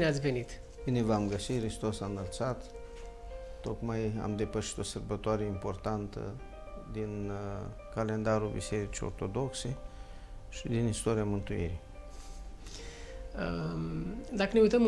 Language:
Romanian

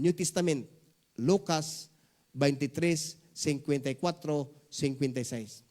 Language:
Cebuano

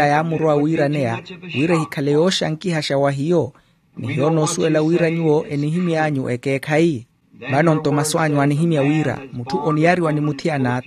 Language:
Makhuwa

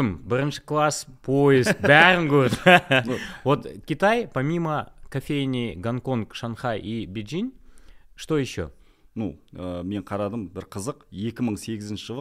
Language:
Kazakh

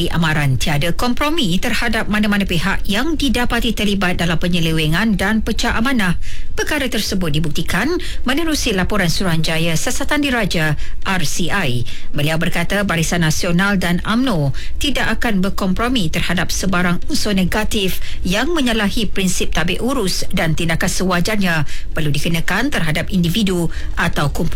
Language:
Malay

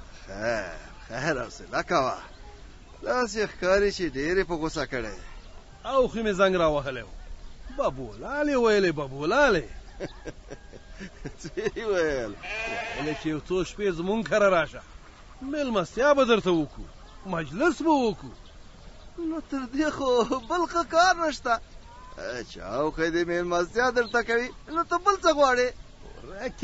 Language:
Pashto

